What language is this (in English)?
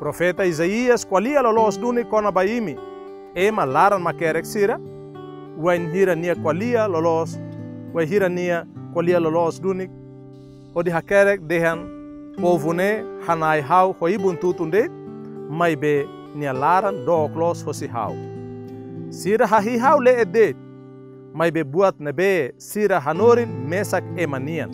Tetum